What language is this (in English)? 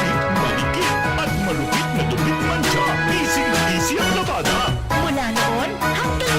Bikol